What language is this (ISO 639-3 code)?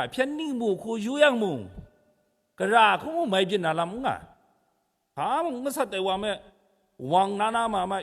kac